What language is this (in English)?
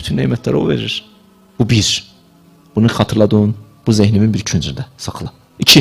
Azerbaijani